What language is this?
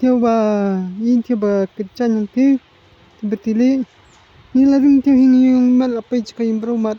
Khasi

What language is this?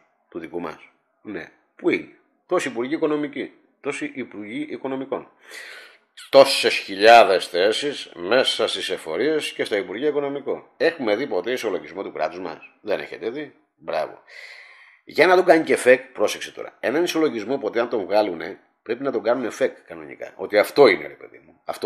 Greek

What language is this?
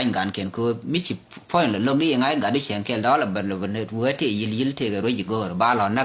Nuer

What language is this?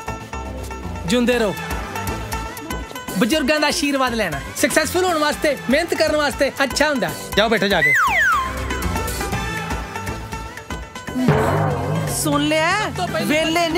Punjabi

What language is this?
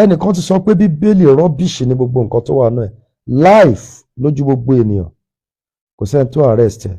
Yoruba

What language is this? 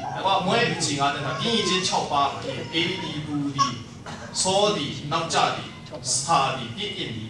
Kachin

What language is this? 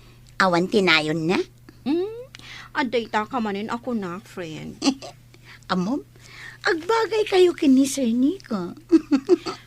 Iloko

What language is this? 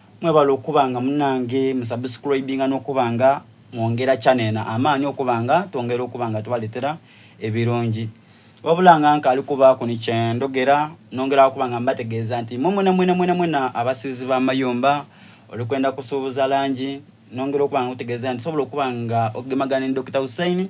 Soga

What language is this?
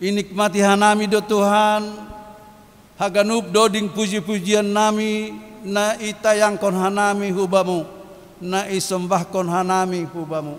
Batak Simalungun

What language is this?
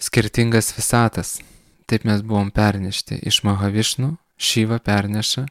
Lithuanian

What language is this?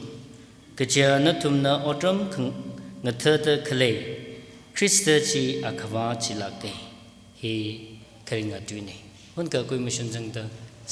Tangkhul Naga (India)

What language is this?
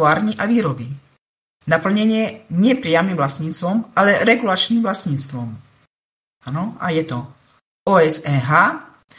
Slovak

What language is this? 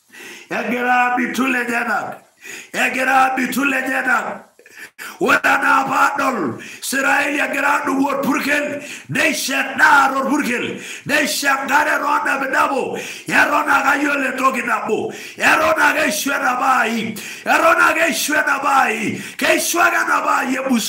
Masai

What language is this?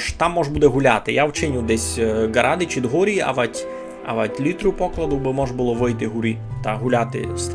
Rusyn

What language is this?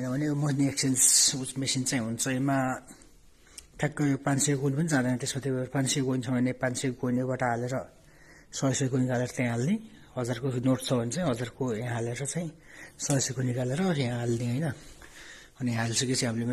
Nepali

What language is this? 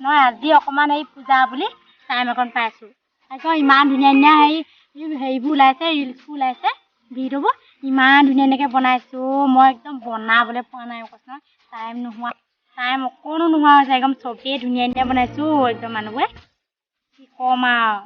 Assamese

